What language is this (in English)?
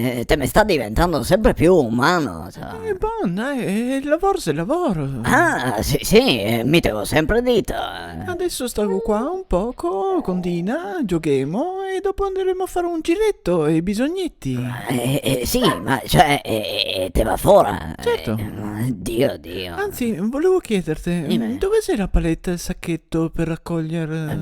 Venetian